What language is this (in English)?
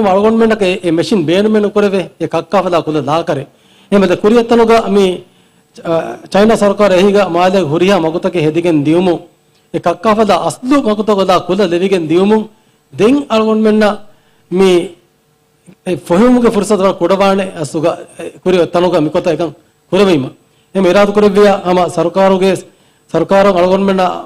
Divehi